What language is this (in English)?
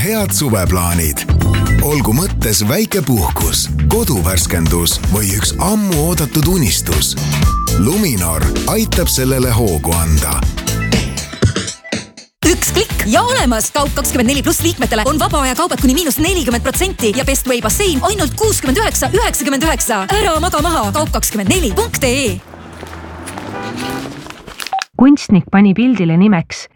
Estonian